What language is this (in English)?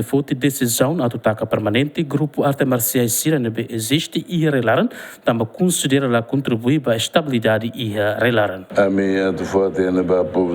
Tetum